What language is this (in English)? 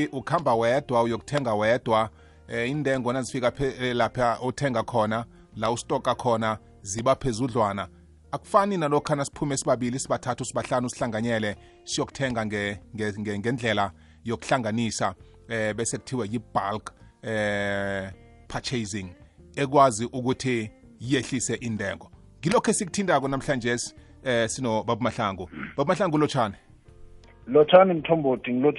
South Ndebele